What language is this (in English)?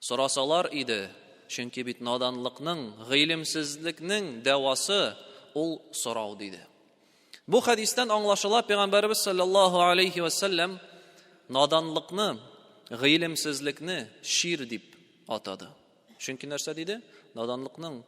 Tatar